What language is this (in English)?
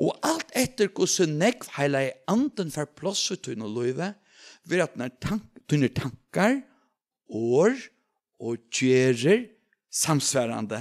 Faroese